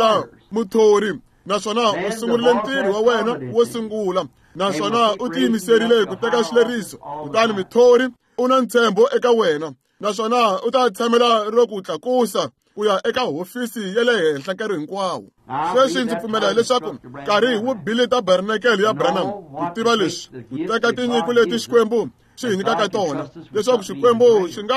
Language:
Tsonga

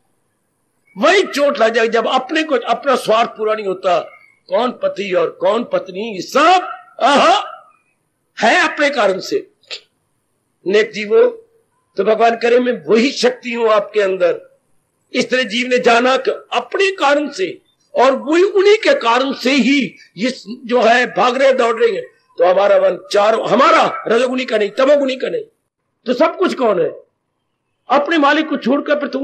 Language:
Hindi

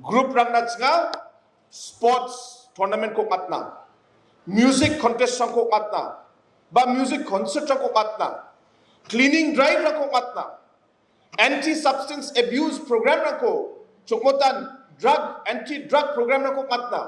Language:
Garo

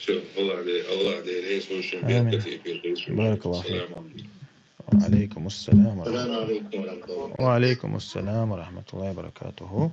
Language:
Chechen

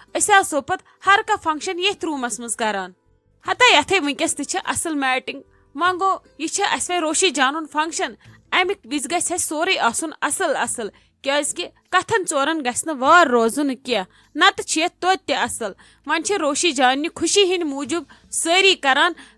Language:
Kashmiri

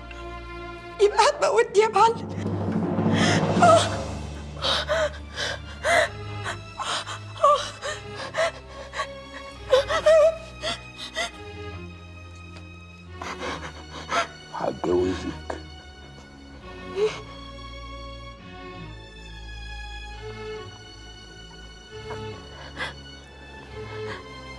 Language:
Egyptian Arabic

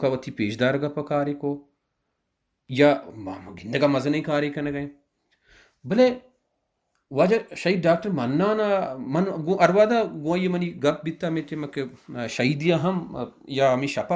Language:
Baluchi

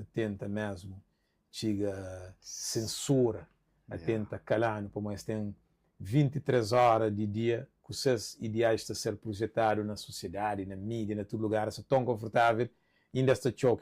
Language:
Kabuverdianu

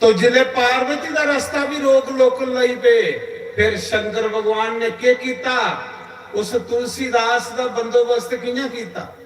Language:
Dogri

